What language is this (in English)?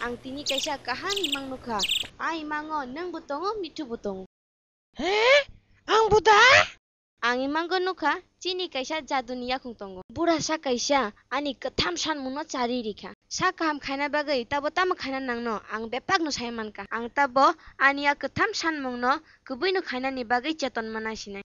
Kok Borok